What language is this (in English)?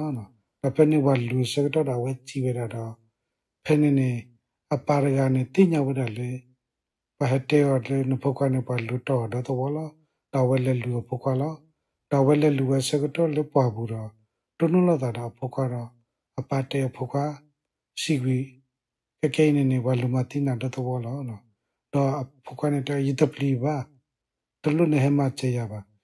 S'gaw Karen